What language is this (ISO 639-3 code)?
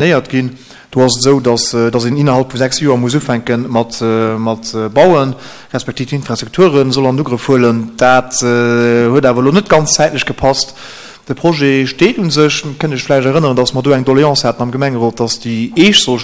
ltz